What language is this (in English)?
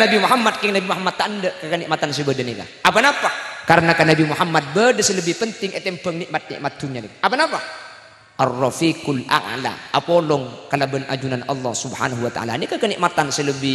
Madurese